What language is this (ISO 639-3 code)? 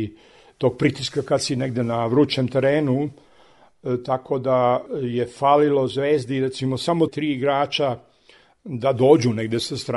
srp